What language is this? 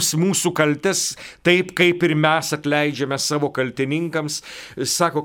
Lithuanian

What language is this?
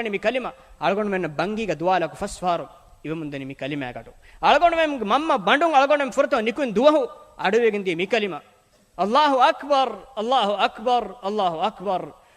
Divehi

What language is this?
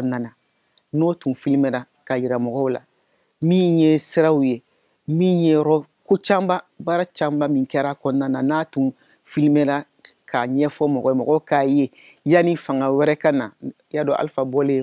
Bambara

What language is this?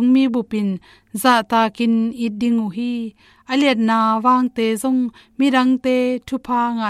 Tedim Chin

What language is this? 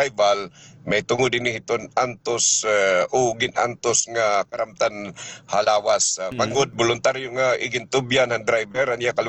Waray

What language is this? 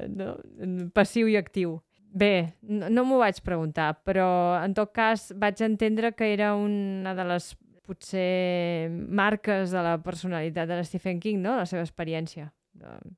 Catalan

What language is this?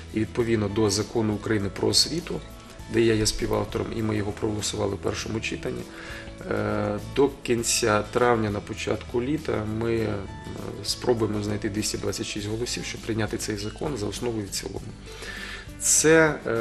Ukrainian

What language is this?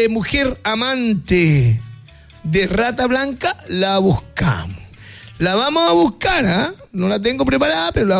Spanish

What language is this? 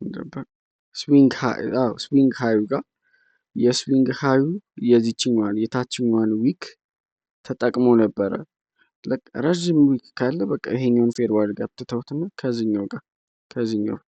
Amharic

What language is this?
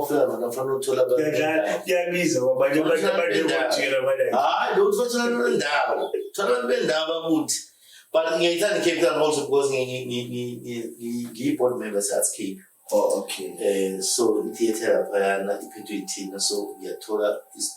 Zulu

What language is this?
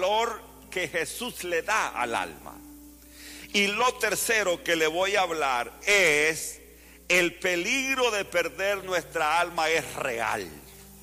Spanish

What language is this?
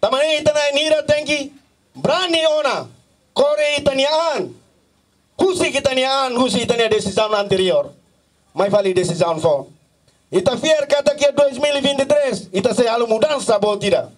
Tetum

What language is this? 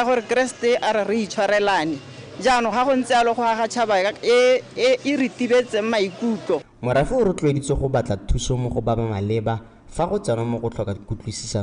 Tswana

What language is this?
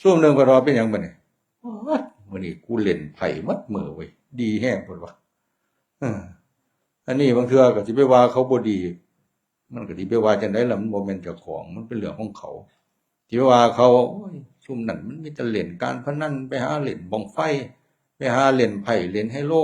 Northeastern Thai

